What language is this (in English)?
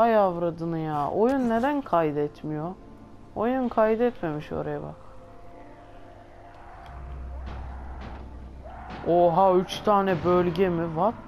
Turkish